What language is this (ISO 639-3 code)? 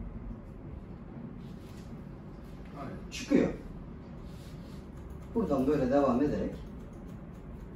tur